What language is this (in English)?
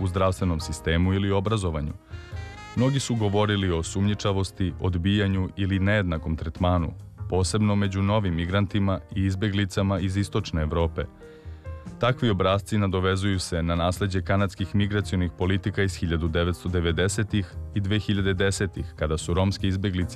Serbian